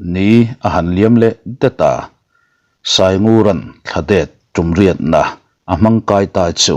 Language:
Mizo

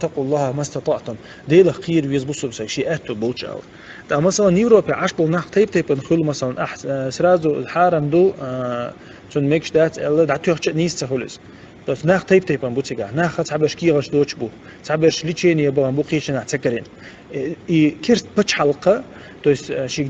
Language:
Chechen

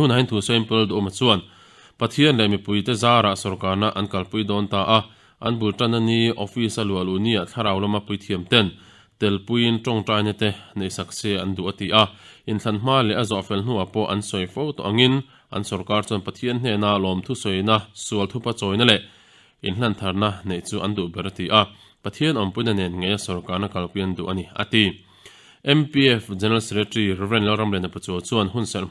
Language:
Mizo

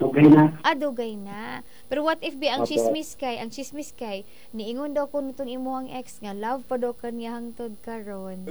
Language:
Cebuano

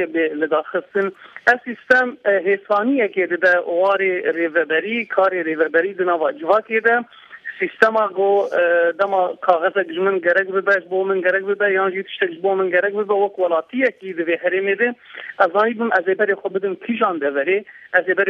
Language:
Kurdish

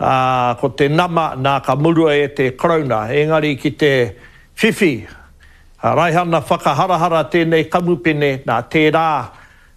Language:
Māori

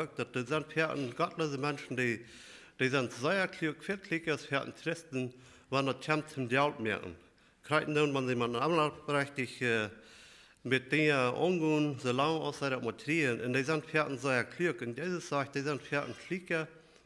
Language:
Plautdietsch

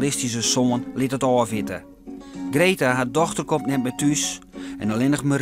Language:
Western Frisian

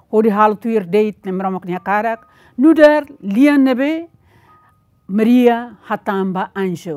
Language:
Tetum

